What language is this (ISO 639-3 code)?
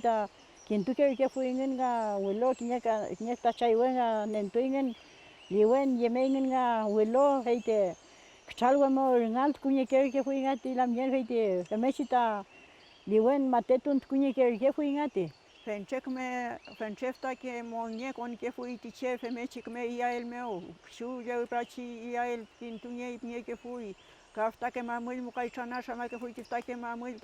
arn